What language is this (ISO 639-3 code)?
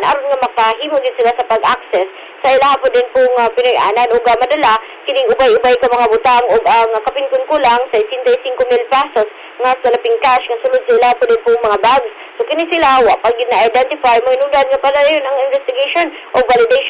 ceb